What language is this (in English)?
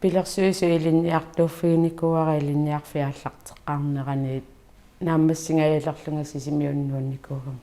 Kalaallisut